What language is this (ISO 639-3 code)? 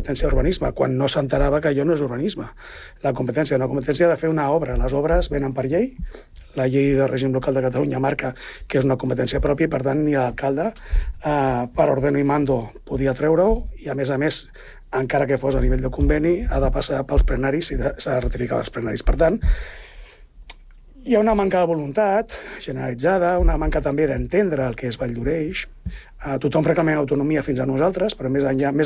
cat